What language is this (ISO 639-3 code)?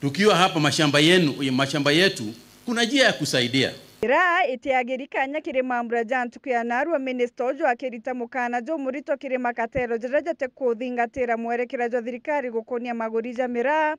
mer